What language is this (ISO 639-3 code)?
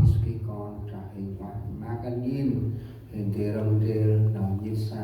cmo